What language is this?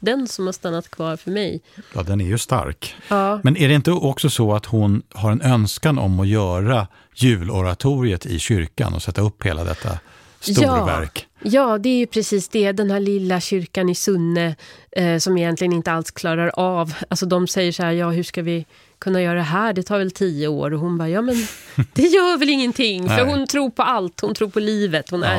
Swedish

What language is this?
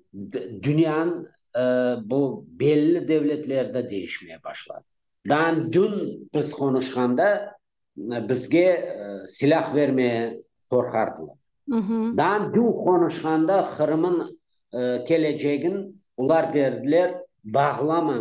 Crimean Tatar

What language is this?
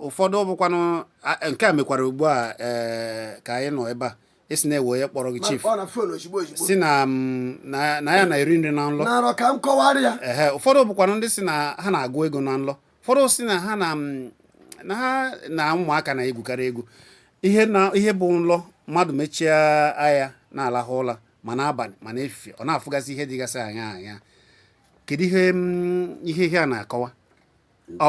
Igbo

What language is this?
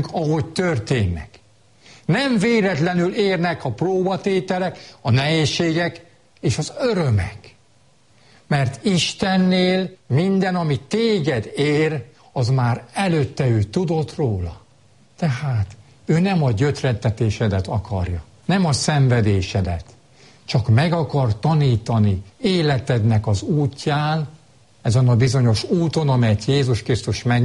Hungarian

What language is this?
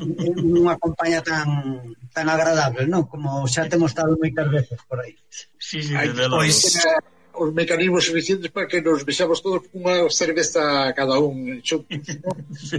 Galician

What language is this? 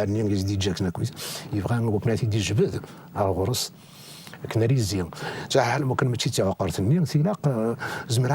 Kabyle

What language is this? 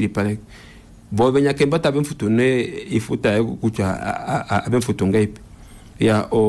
Kuanyama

